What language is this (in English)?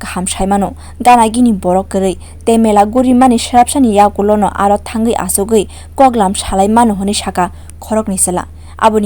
Kok Borok